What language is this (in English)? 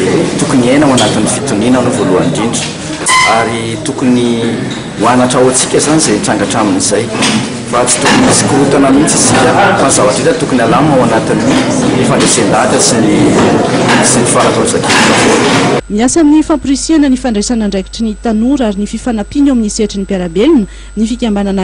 Malagasy